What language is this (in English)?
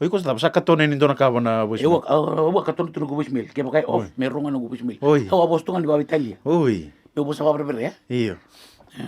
Fijian